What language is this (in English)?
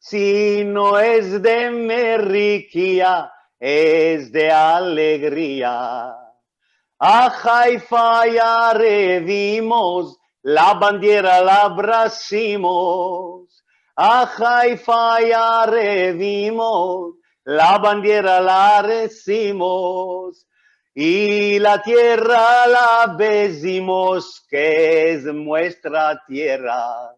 Ladino